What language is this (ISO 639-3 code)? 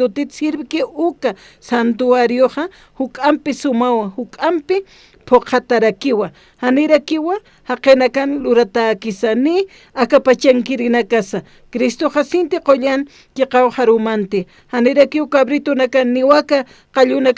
aym